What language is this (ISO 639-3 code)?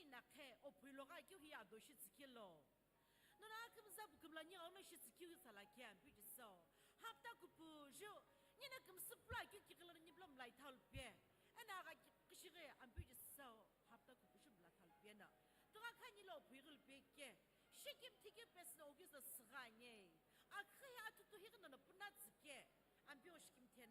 nsm